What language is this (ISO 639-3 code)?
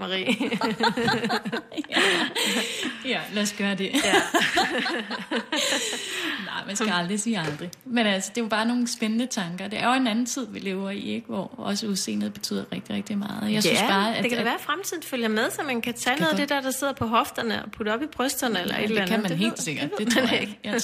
dan